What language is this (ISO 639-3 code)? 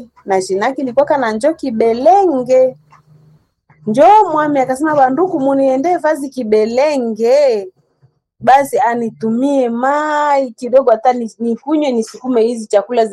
swa